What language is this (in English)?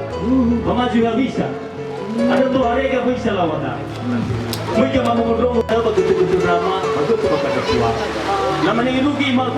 Nias